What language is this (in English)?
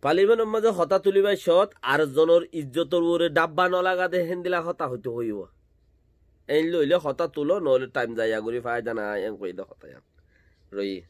Rohingya